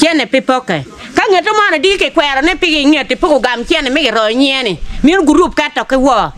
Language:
Acoli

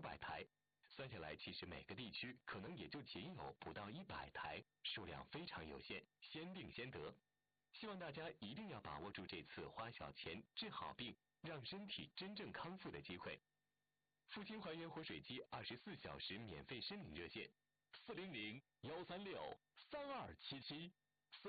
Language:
Chinese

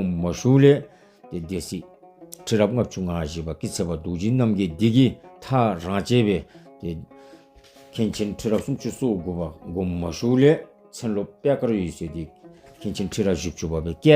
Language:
Dzongkha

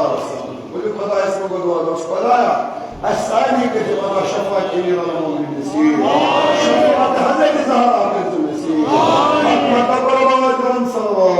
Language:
Kashmiri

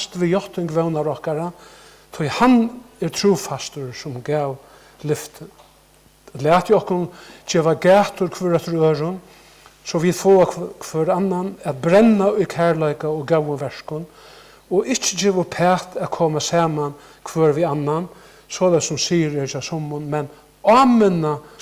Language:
Faroese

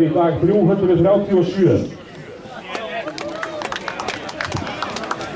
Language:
Icelandic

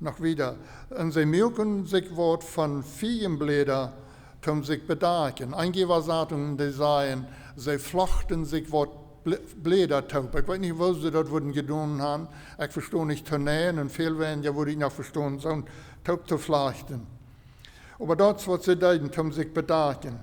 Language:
Plautdietsch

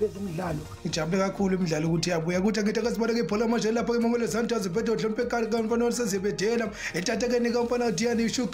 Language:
Zulu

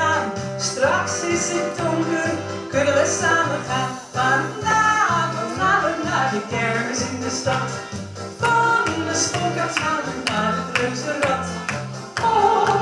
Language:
Dutch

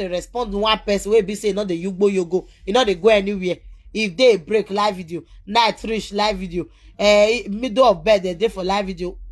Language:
Nigerian Pidgin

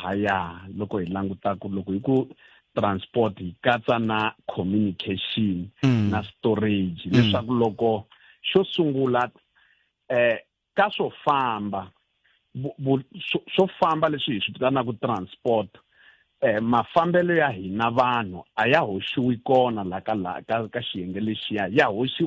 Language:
Tsonga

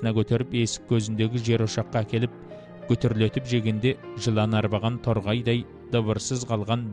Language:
Kazakh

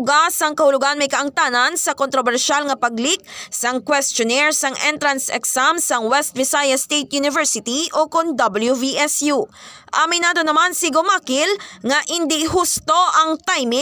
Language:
Hiligaynon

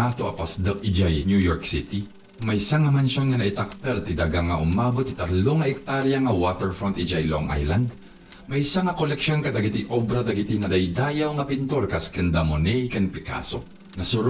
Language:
Iloko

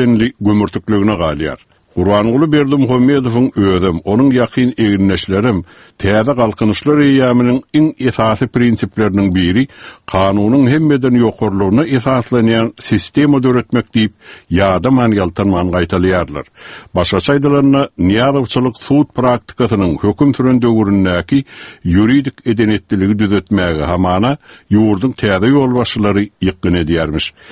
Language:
Turkmen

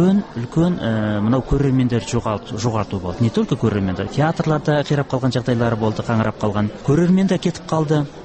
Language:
Kazakh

